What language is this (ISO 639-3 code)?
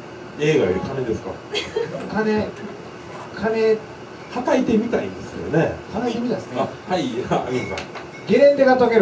jpn